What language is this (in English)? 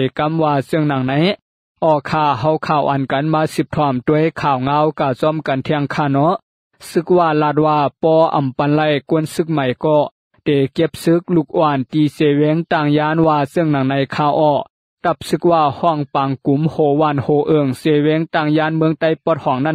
Shan